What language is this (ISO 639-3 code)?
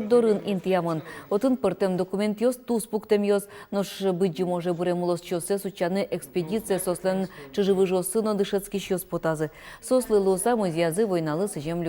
udm